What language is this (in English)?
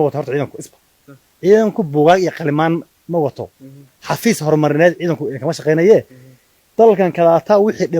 Somali